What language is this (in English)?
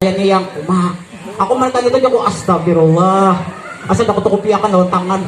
Banjar